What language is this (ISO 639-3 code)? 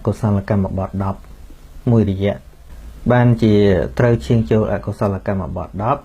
khm